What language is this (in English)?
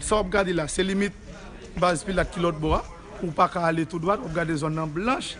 Haitian Creole